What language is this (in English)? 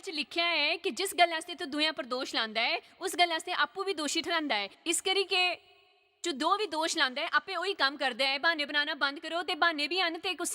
Dogri